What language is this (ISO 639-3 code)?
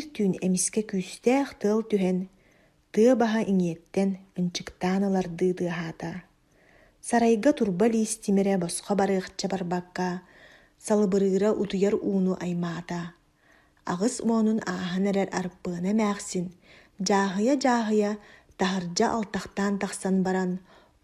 sah